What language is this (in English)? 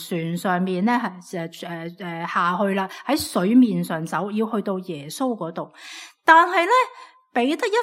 Cantonese